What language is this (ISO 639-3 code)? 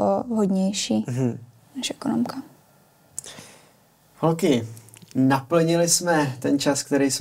ces